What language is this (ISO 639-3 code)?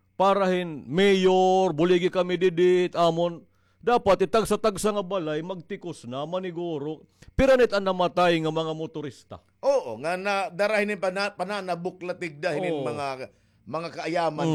war